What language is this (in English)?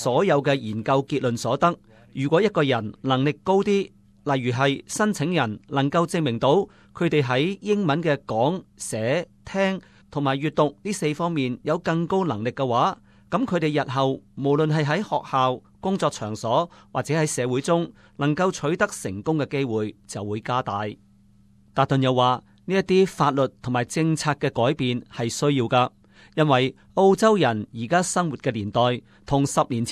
Cantonese